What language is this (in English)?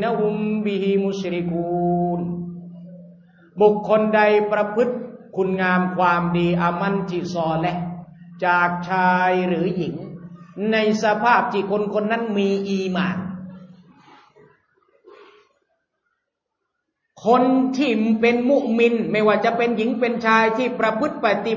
Thai